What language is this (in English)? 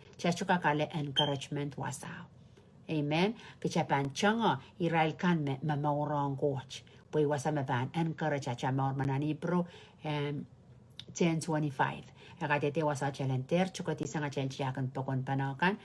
Pohnpeian